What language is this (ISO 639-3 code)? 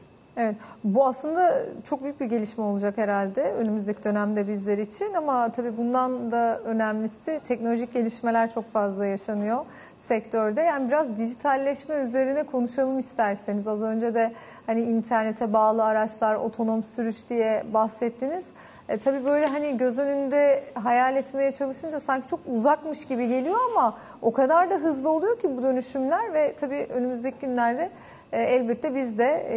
tur